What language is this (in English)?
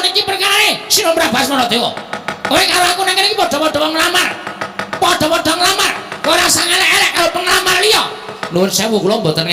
Javanese